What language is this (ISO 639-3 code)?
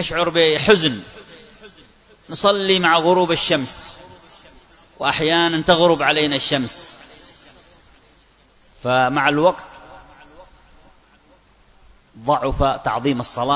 ara